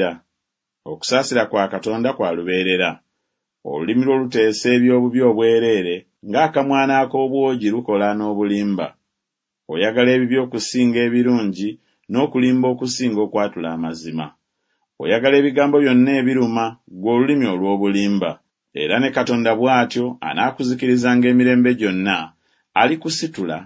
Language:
Ganda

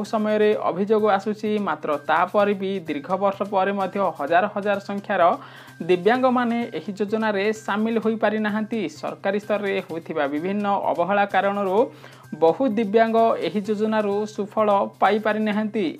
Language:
Odia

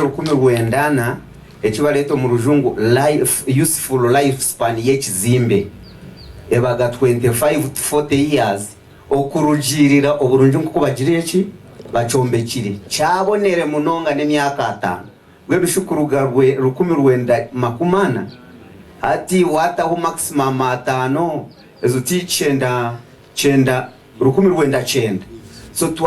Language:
Nyankole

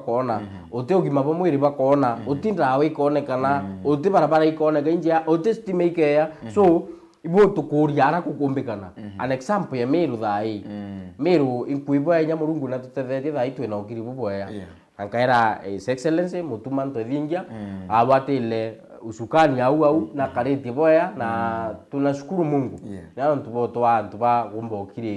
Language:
Meru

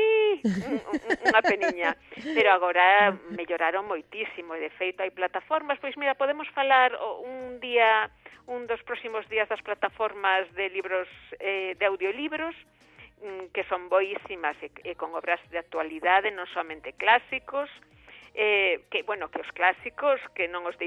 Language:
Galician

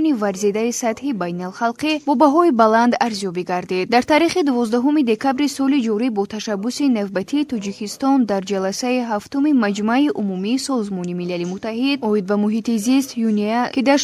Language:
Tajik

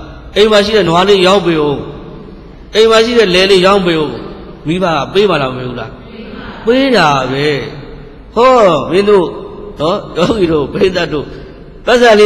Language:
Burmese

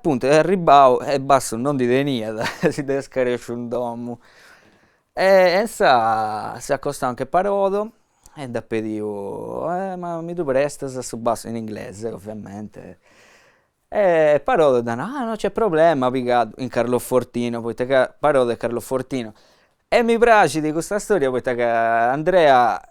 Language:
Sardinian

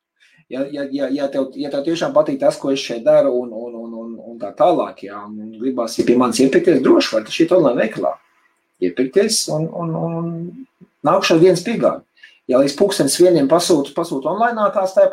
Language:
Latvian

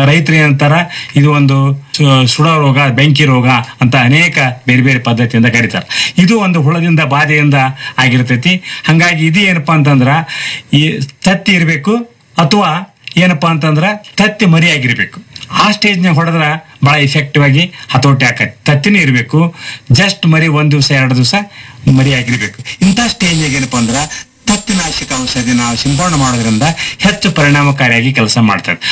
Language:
Kannada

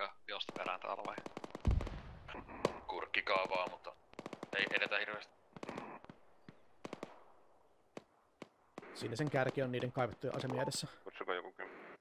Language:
Finnish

